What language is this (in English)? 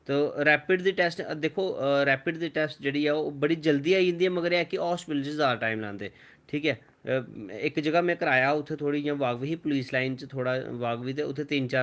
Dogri